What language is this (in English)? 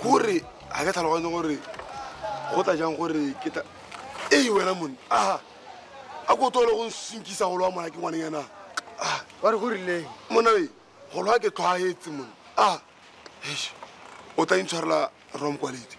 Tswana